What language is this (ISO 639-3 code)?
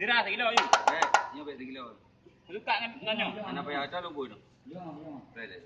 ace